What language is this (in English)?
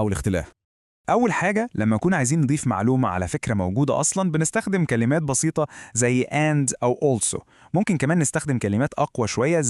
Egyptian Arabic